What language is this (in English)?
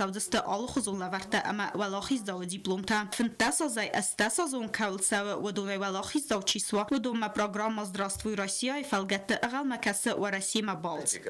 Ossetic